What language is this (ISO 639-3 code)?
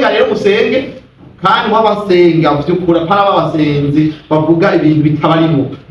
run